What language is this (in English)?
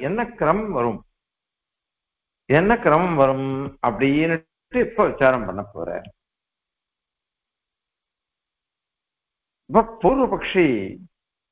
Tamil